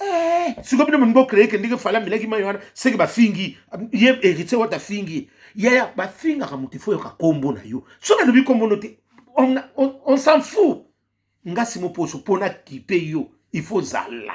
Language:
Lingala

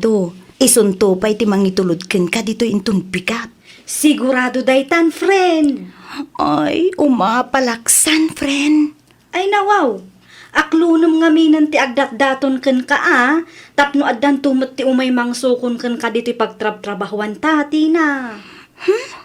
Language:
Iloko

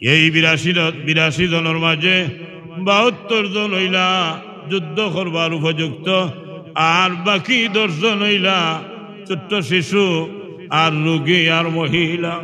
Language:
Sylheti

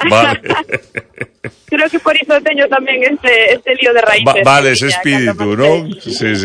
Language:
Galician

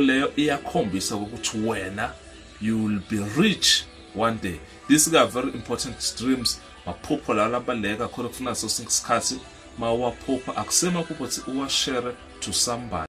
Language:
Zulu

